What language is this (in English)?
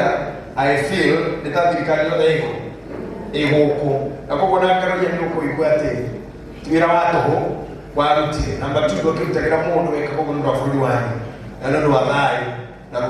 Kikuyu